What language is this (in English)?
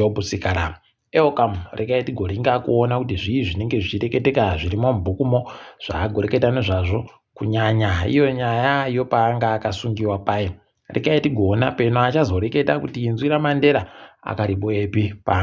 Ndau